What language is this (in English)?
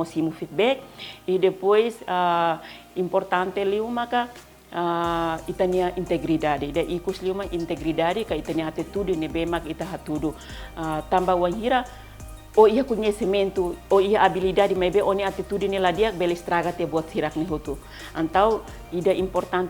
Tetum